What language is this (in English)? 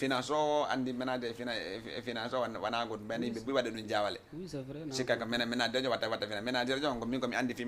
Fula